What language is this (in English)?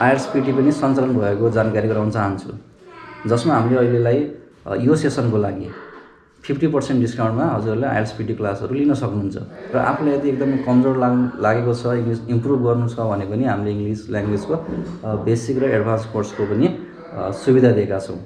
Nepali